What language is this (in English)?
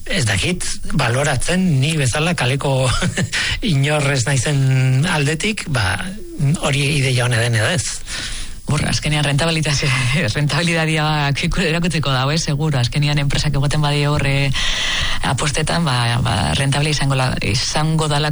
Basque